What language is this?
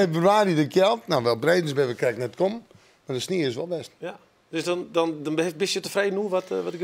Western Frisian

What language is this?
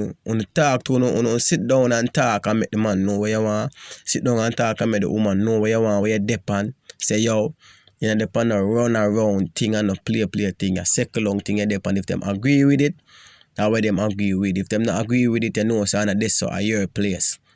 Jamaican Creole English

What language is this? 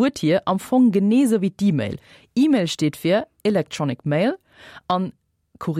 Luxembourgish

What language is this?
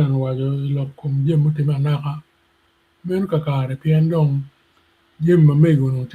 Acoli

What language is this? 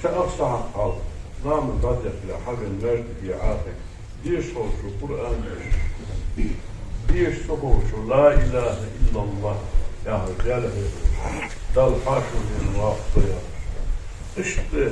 Ingush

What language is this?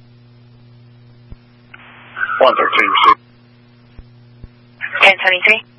English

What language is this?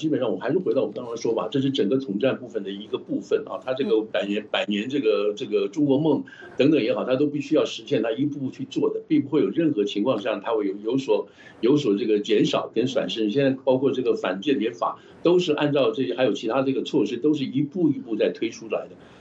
Chinese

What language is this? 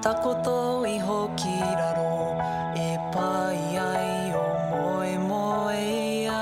Māori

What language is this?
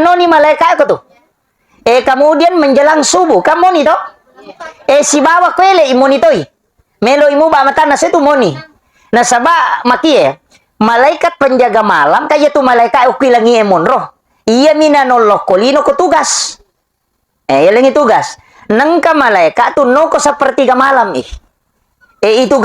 Buginese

